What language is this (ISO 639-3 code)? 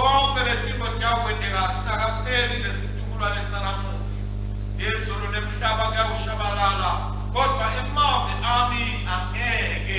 ssw